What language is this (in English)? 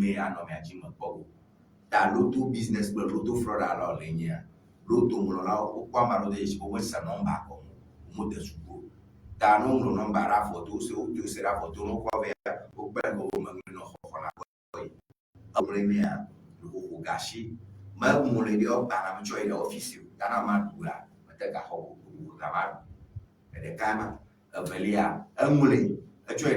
Ewe